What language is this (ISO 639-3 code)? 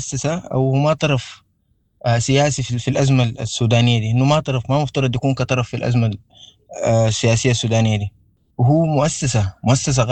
apd